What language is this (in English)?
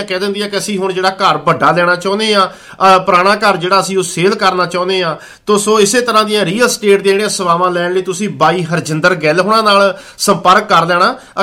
Punjabi